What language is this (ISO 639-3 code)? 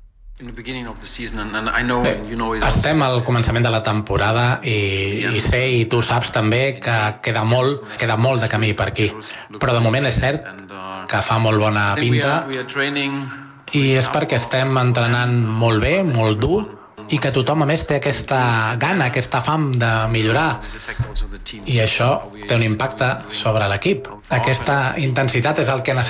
cat